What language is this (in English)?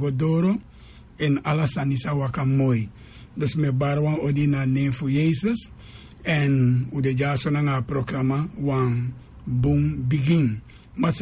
Sranan Tongo